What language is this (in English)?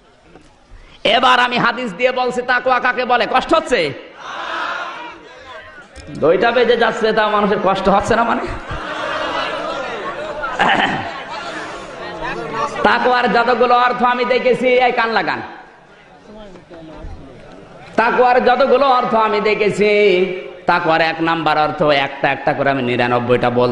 Bangla